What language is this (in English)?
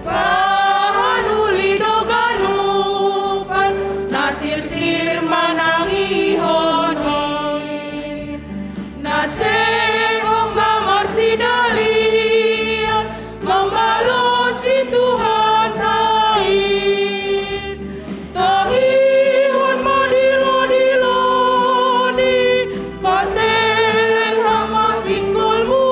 Batak Simalungun